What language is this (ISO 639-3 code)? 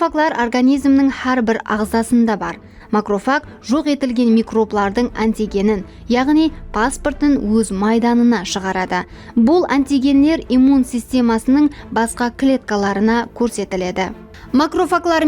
kaa